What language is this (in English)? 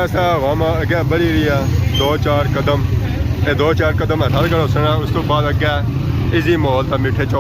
Pahari-Potwari